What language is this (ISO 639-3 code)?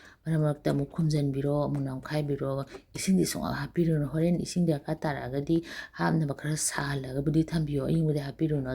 mni